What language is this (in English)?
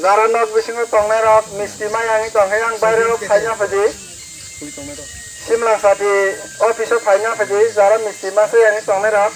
Kok Borok